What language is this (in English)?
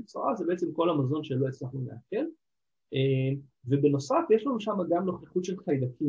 Hebrew